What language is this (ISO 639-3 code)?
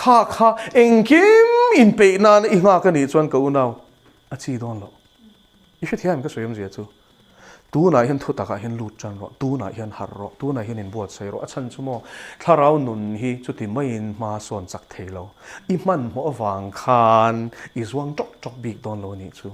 lus